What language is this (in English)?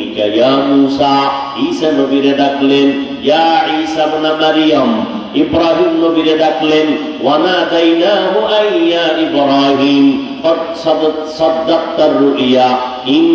Bangla